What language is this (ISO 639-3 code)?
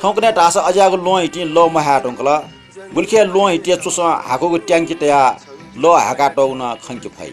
new